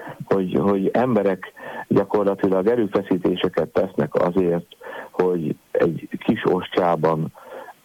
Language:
Hungarian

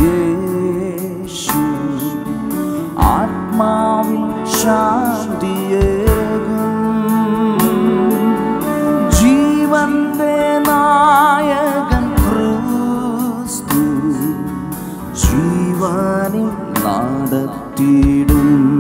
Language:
Malayalam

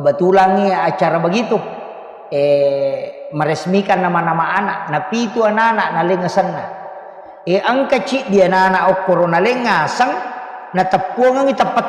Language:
Buginese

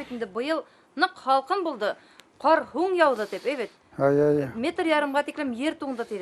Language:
Bashkir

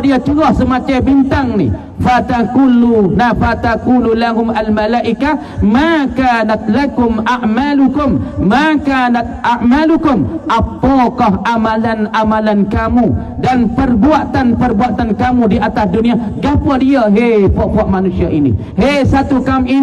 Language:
Pattani Malay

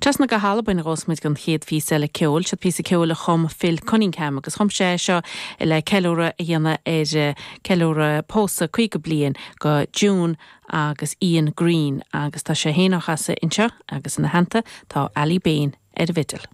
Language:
Irish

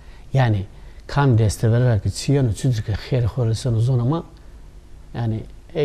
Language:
Zaza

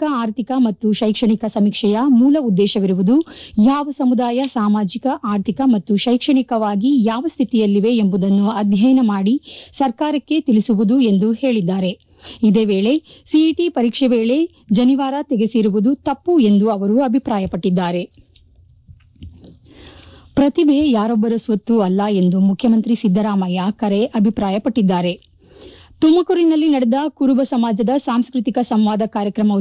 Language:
Kannada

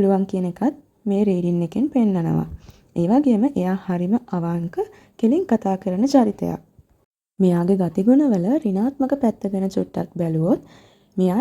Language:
Sinhala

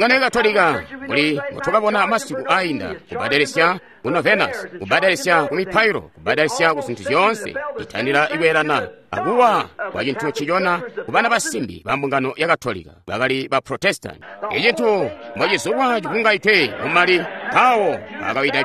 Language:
Tonga (Zambia)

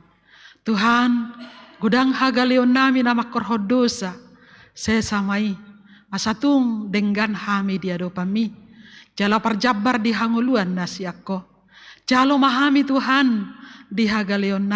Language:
Batak Toba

